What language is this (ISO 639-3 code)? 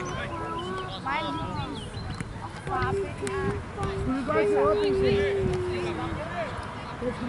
nor